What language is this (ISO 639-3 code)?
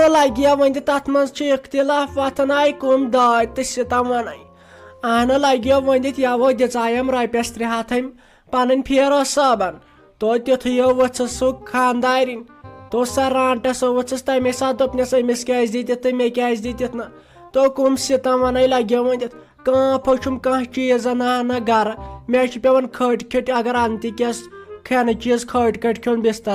kas